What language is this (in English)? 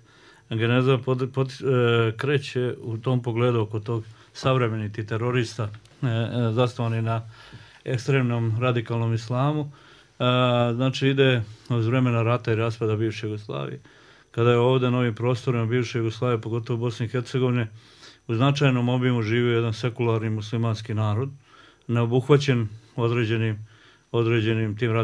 Bosnian